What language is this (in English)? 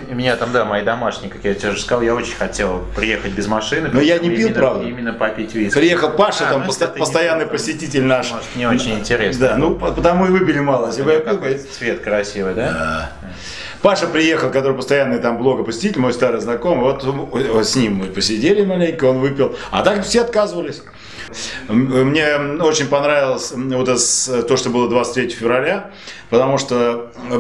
Russian